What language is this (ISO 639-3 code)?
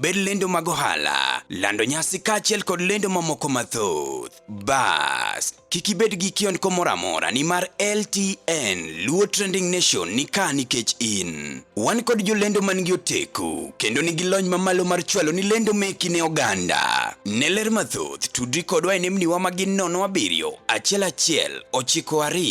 luo